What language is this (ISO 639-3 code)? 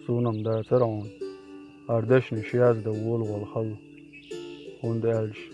che